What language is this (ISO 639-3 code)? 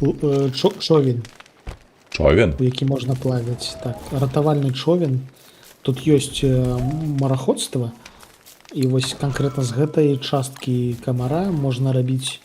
bel